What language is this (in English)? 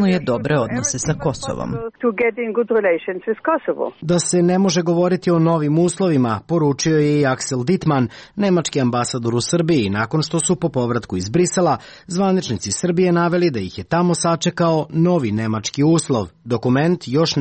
Serbian